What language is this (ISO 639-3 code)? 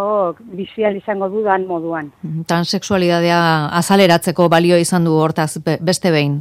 eus